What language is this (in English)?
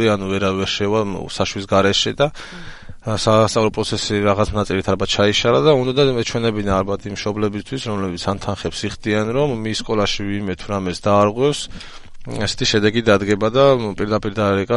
Georgian